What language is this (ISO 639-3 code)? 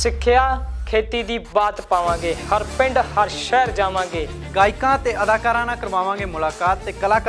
pan